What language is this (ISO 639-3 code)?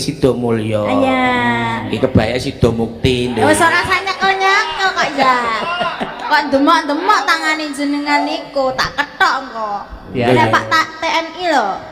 jav